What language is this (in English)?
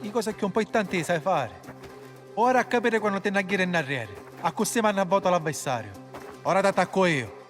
Sicilian